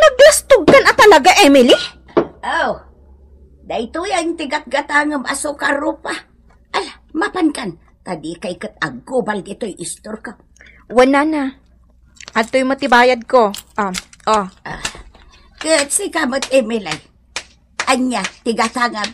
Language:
Iloko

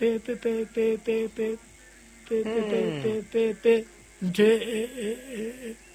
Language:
Southern Sotho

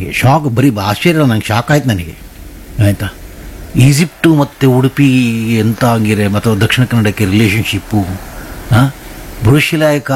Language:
Kannada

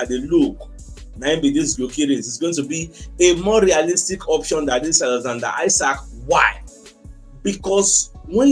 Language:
Nigerian Pidgin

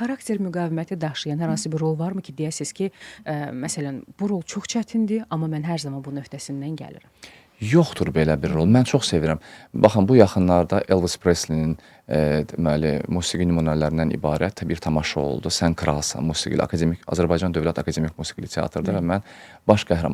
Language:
Azerbaijani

